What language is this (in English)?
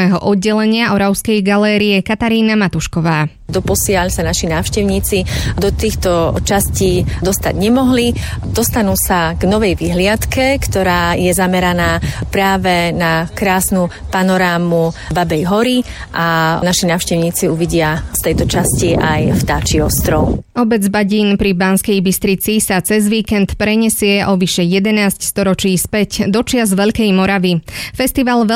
Slovak